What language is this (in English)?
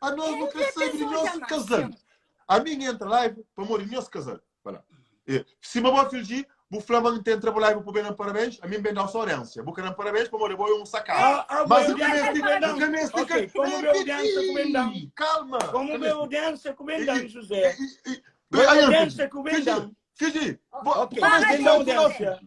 Kabuverdianu